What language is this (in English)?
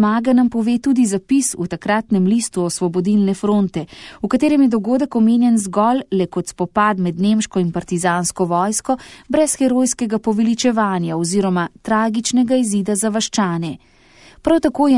Slovenian